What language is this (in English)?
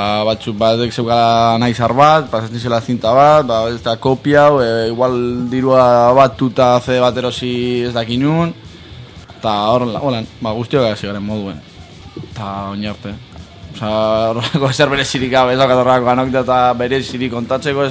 Basque